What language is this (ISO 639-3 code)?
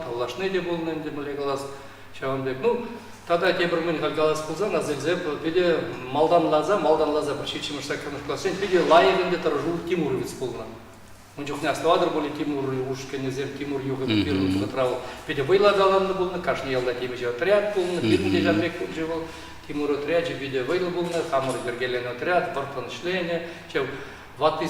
chv